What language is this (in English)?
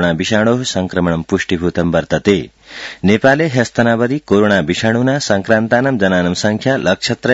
Sanskrit